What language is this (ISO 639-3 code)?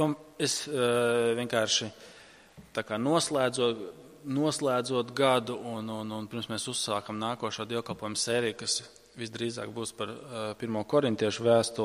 lav